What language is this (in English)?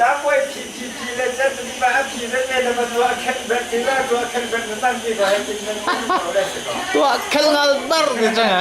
Falam Chin